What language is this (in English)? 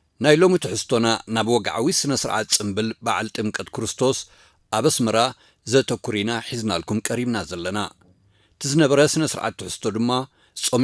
Tigrinya